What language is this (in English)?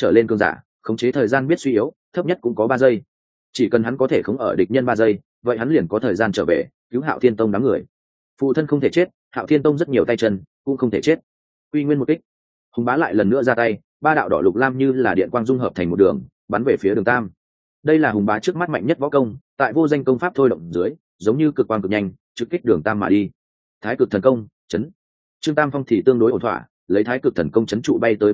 Vietnamese